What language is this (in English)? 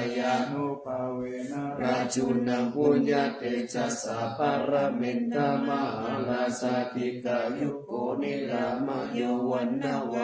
Pali